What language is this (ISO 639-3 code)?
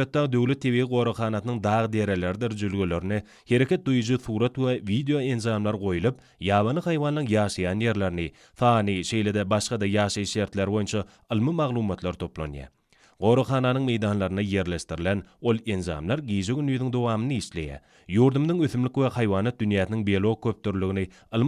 tuk